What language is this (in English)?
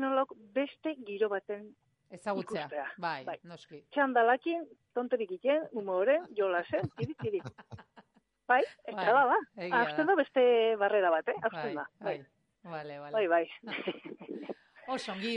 Basque